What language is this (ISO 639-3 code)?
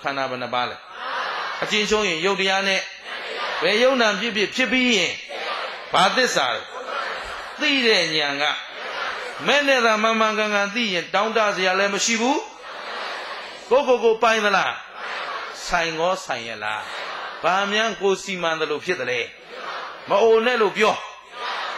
mya